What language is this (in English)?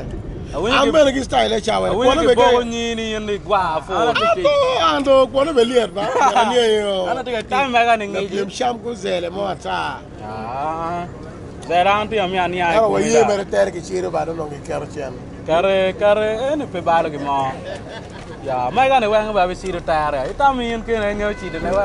Acoli